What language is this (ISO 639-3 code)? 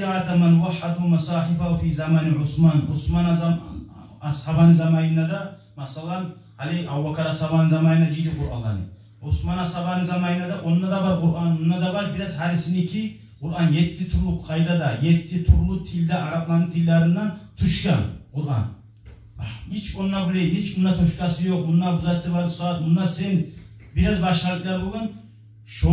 kum